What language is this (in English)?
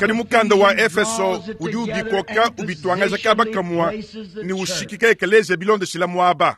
Luba-Lulua